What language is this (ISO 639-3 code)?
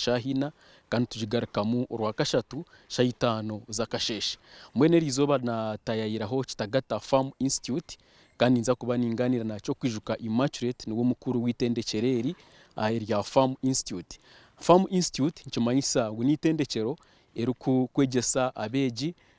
nyn